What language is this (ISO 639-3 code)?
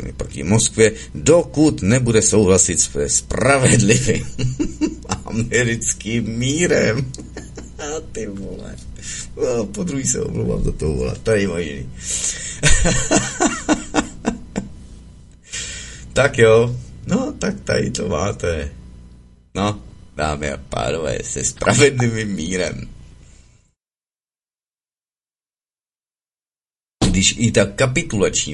ces